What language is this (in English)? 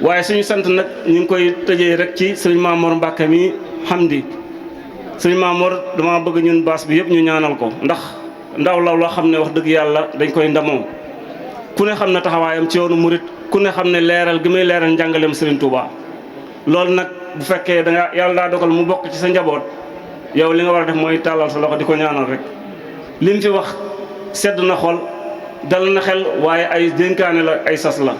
Wolof